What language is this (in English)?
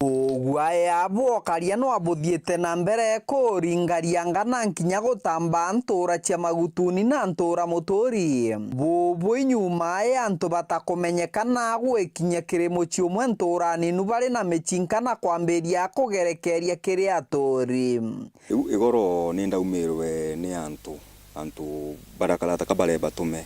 Meru